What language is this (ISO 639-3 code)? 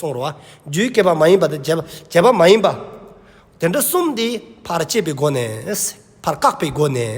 bod